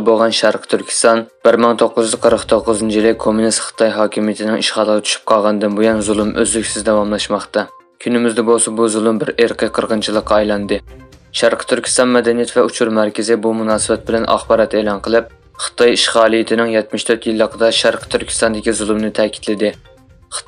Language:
Uyghur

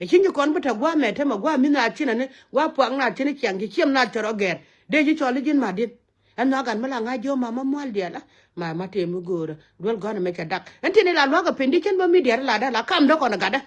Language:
Nuer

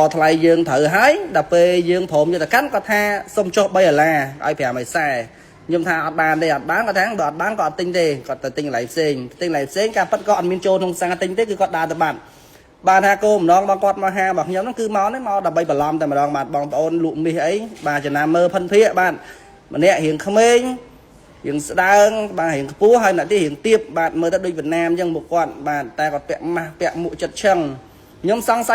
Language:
Khmer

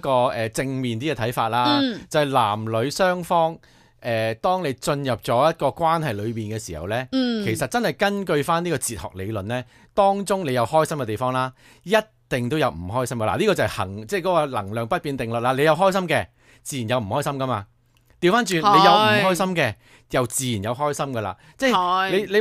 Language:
Cantonese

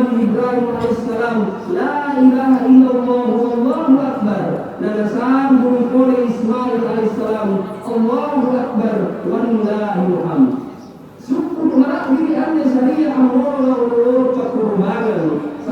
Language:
Makasar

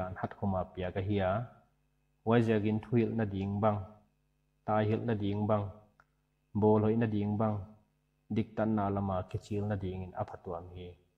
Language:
Paite Chin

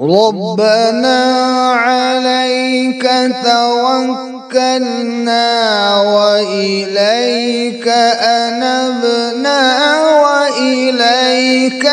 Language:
Kashmiri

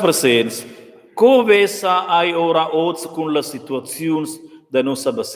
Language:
Romansh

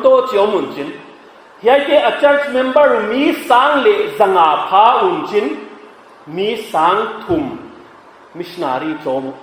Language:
Paite Chin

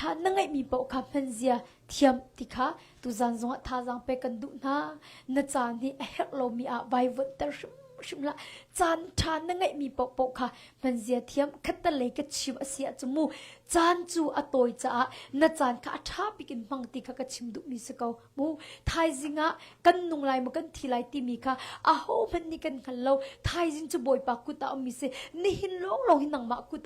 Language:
Hakha Chin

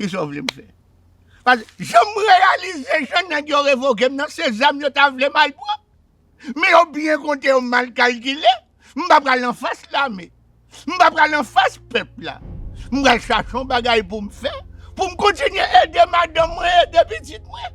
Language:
Haitian Creole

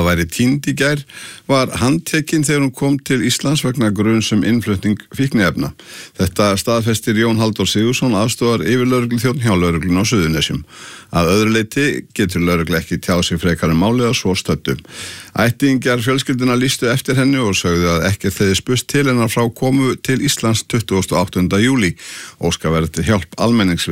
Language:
Icelandic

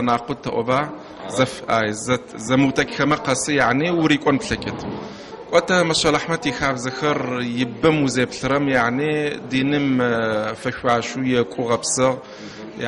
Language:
Adyghe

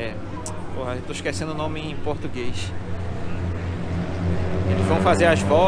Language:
Portuguese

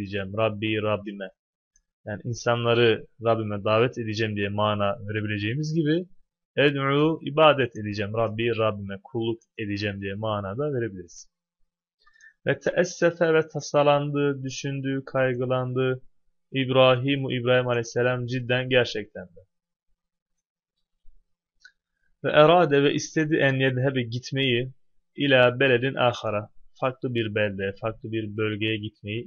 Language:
Turkish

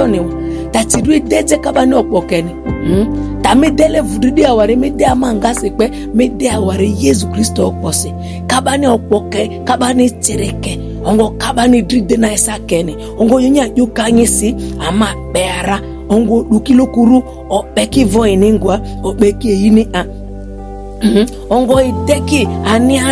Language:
Ma'di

